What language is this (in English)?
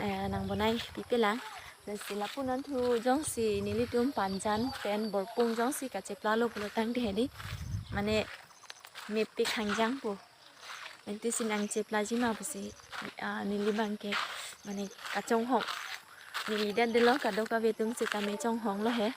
Karbi